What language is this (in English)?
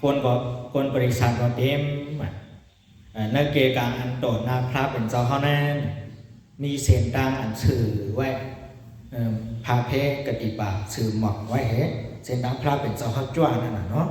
Shan